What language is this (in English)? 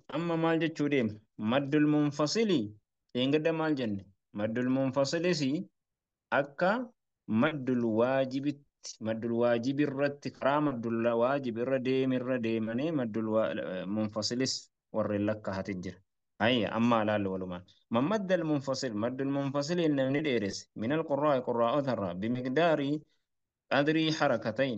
Oromo